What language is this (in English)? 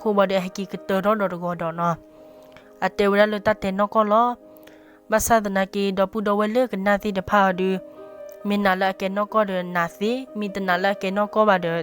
S'gaw Karen